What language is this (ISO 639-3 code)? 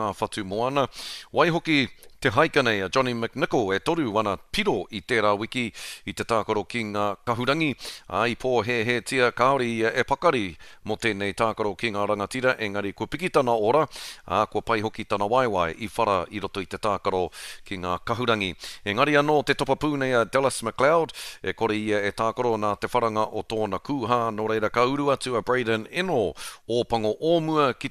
mri